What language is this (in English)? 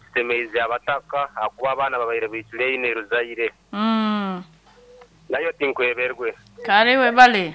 Nyankole